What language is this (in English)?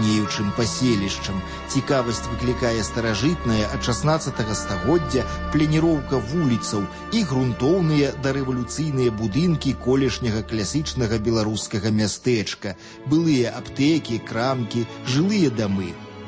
Belarusian